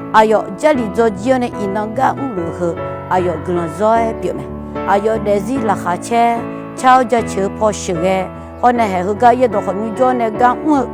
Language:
Akha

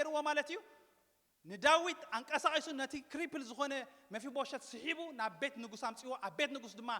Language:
Tigrinya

